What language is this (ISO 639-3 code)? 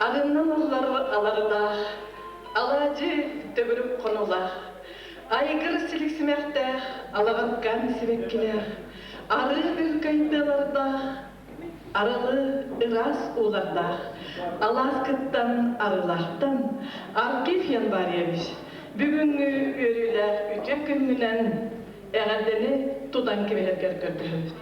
sah